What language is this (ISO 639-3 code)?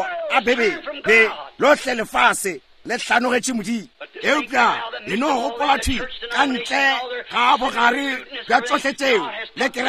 nso